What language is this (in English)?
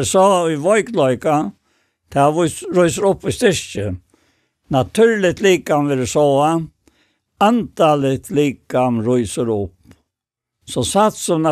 Faroese